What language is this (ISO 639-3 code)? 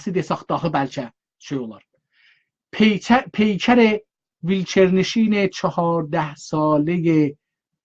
azb